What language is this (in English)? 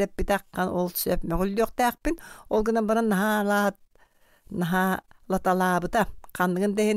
Yakut